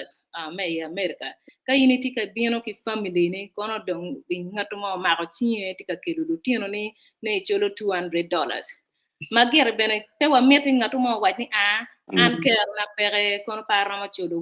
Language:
Acoli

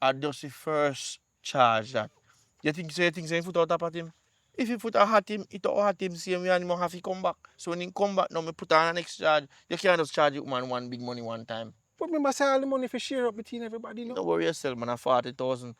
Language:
Jamaican Creole English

